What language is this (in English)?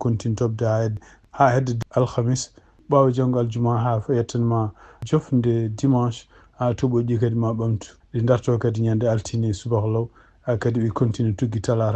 Fula